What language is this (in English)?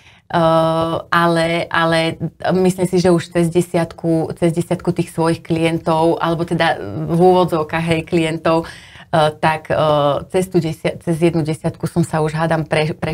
Slovak